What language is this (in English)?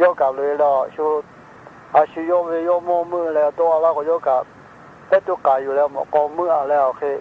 Lahu